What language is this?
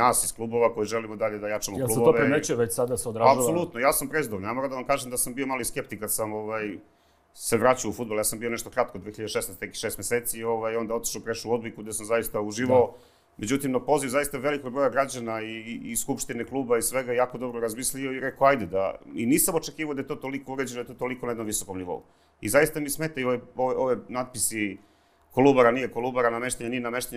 Serbian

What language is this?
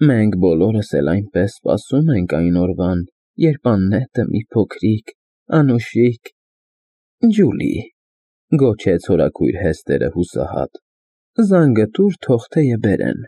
Armenian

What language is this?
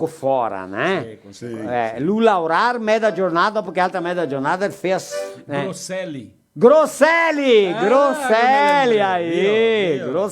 Venetian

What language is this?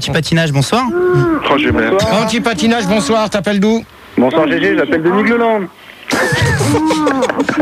French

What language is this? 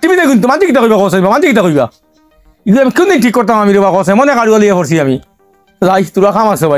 Sylheti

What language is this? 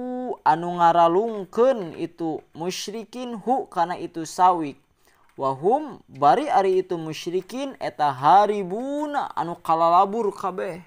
Sundanese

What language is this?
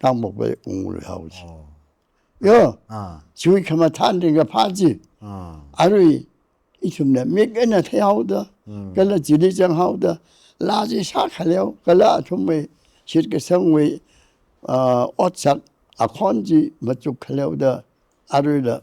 Tangkhul Naga (India)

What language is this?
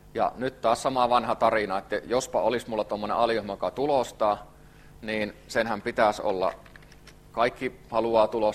Finnish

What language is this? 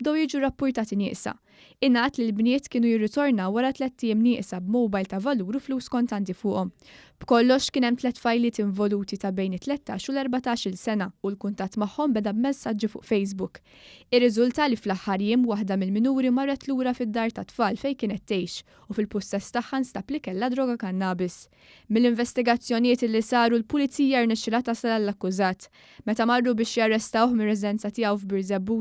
Maltese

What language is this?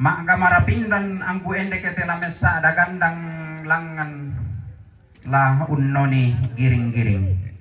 Toraja-Sa'dan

